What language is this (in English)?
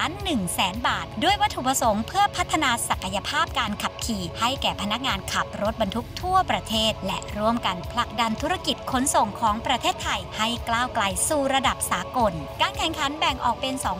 Thai